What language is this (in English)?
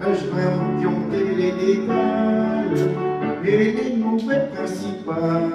Picard